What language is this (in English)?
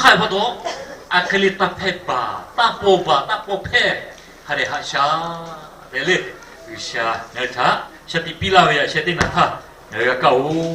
Lahu